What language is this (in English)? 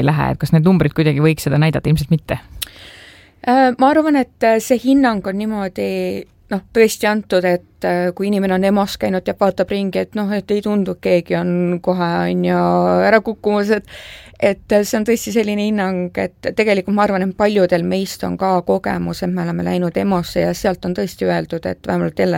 Estonian